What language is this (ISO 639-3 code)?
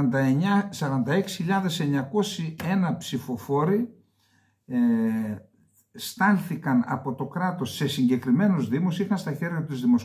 ell